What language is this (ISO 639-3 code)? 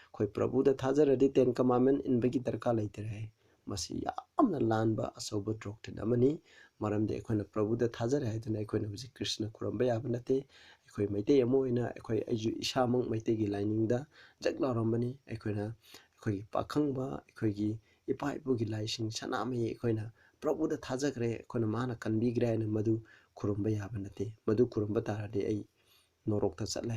mni